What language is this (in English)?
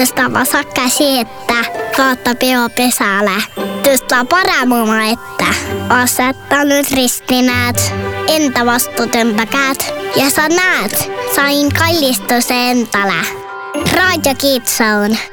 Estonian